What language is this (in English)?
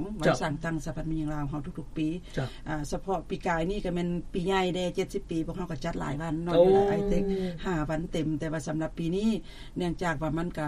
Lao